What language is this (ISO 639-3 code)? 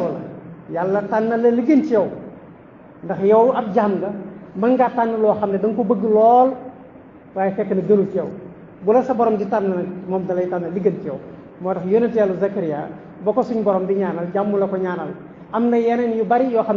wol